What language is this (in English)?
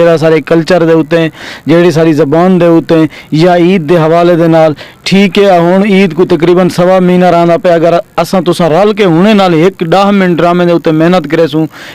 Saraiki